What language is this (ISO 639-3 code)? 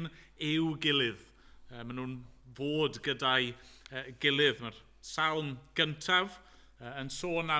cym